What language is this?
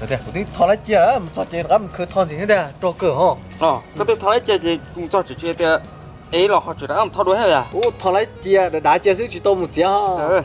Hmong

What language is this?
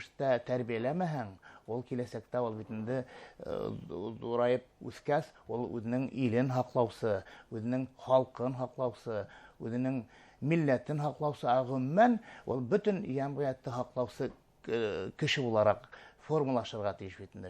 Bashkir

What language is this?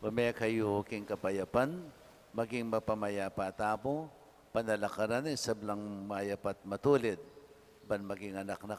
Pampanga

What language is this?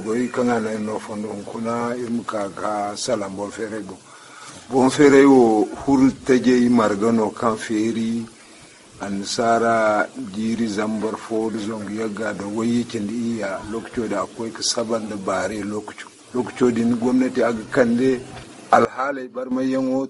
Zarma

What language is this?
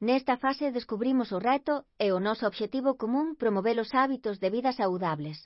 Galician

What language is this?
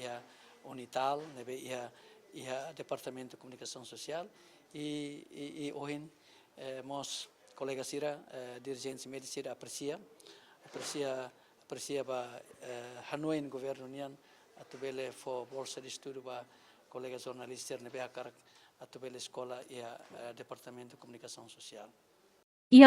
Tetum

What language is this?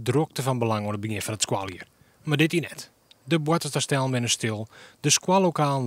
Western Frisian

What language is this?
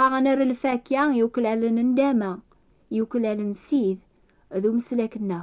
Kabyle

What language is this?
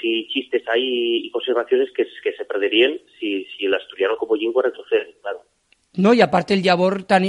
Asturian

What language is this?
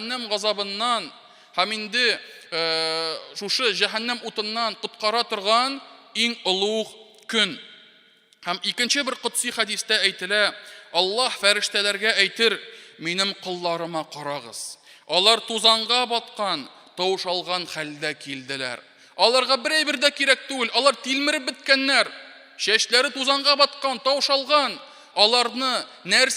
Tatar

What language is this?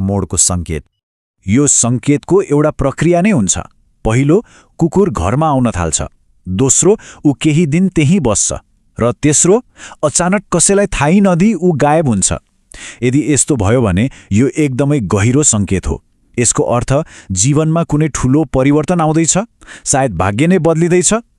Nepali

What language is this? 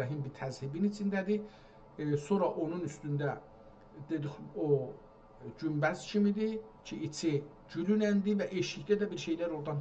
South Azerbaijani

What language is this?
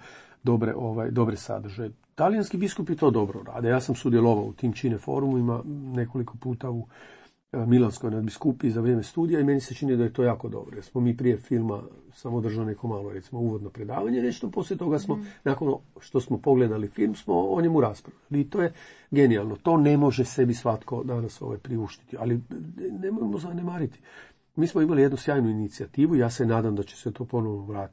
Croatian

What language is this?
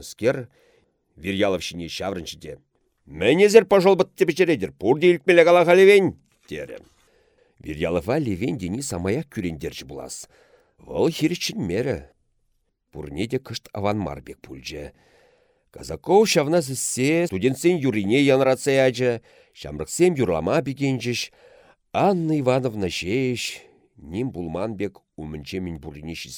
Chuvash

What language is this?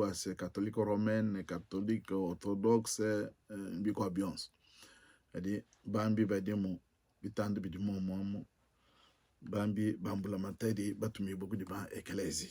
Luba-Lulua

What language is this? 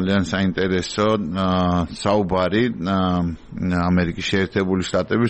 Georgian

